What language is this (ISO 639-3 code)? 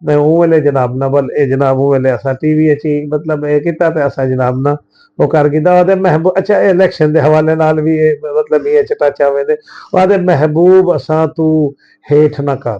skr